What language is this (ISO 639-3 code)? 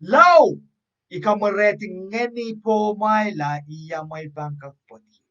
pon